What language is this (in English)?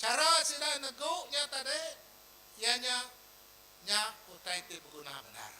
Iban